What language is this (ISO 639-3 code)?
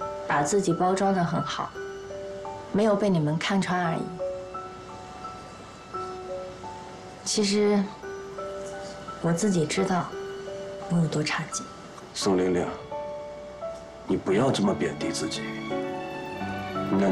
zho